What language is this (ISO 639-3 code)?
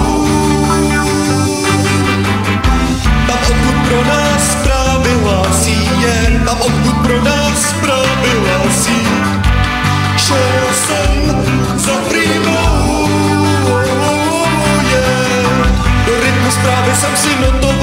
ces